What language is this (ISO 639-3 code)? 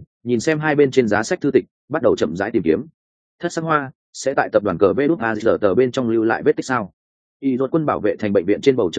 vie